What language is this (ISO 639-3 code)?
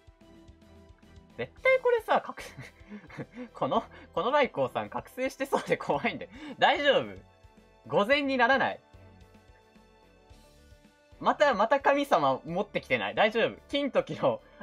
jpn